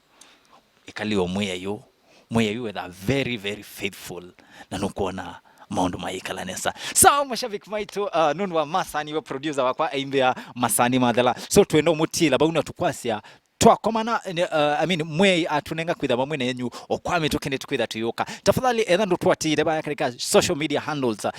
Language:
Kamba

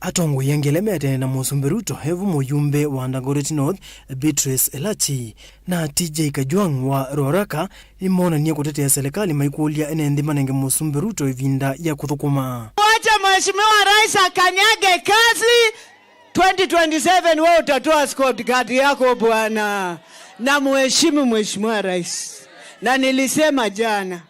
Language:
Kamba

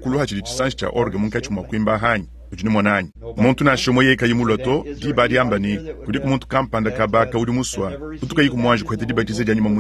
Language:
Luba-Lulua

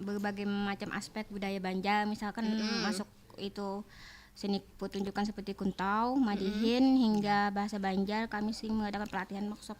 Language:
Banjar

